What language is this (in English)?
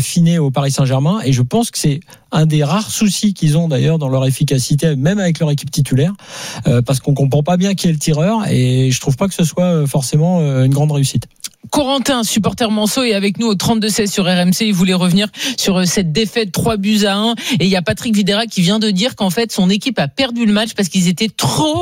French